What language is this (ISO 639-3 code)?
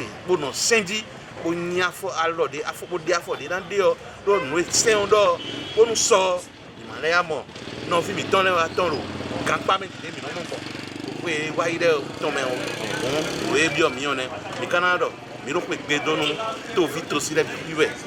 fon